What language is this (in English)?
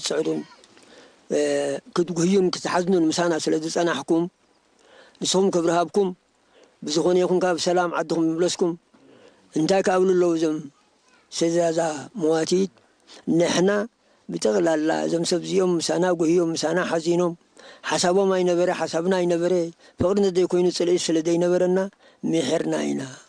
Tigrinya